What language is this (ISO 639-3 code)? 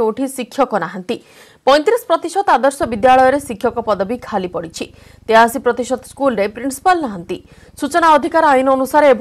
ori